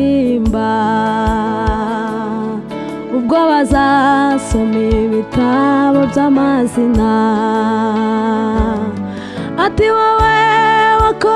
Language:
Kinyarwanda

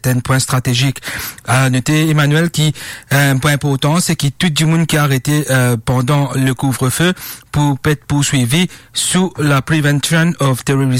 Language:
Morisyen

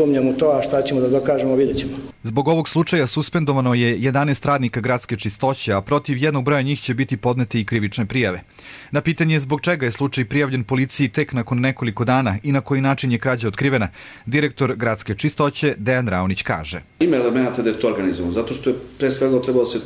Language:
Serbian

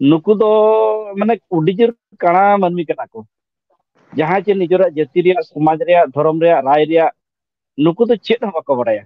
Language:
Santali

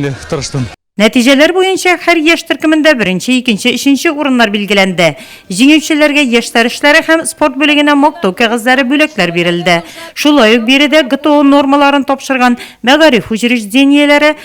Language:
Tatar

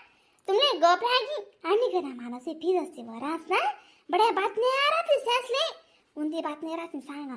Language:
Khandesi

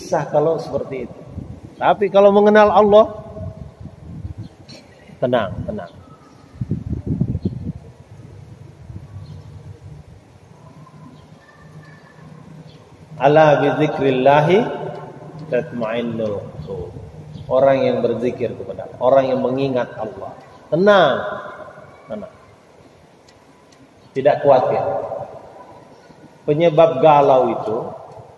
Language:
Indonesian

